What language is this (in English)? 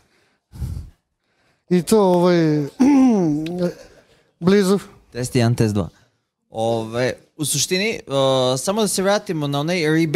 Serbian